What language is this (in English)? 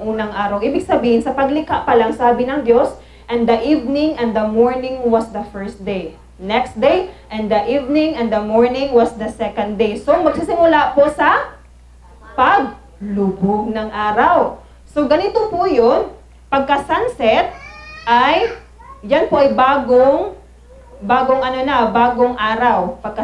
Filipino